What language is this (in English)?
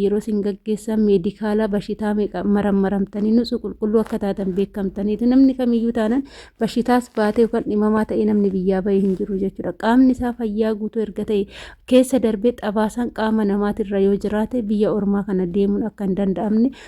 Oromo